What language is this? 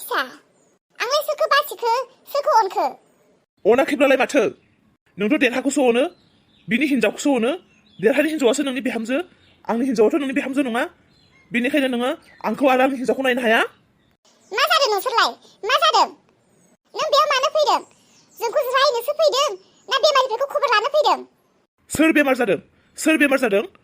Bodo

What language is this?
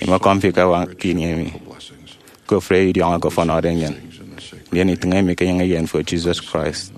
Efik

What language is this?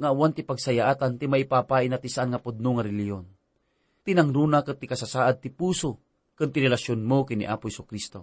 Iloko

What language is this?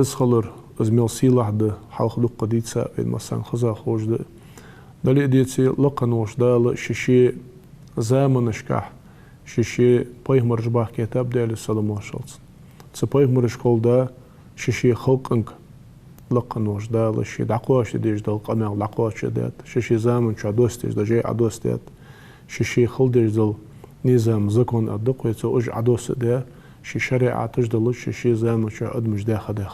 Ingush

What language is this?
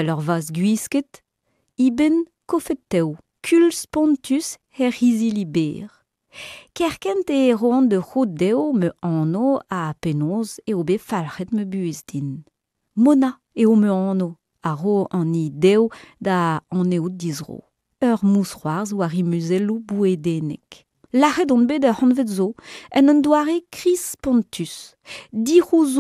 Breton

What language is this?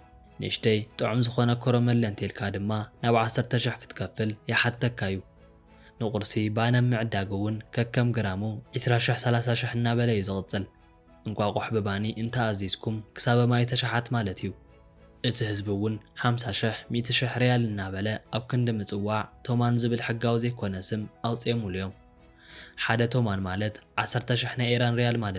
Tigrinya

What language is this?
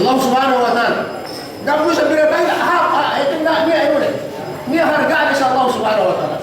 Yakan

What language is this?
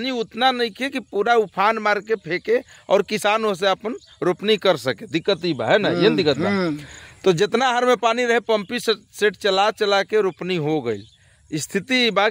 Bhojpuri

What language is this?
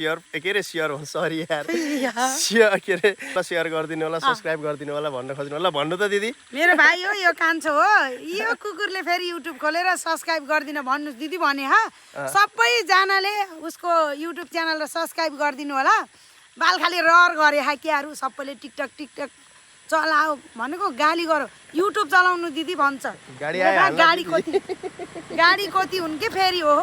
Nepali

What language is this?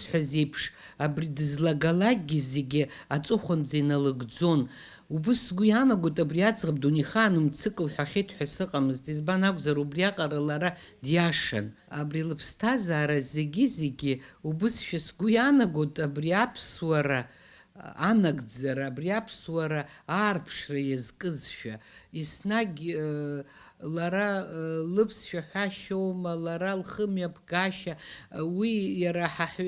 Abkhazian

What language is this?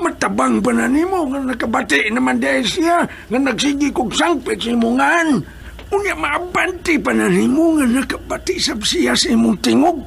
Cebuano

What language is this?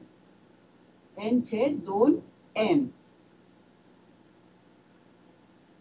Marathi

